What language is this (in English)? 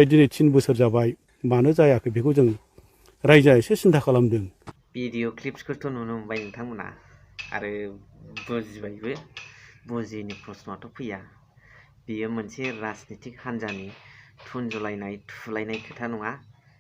Bodo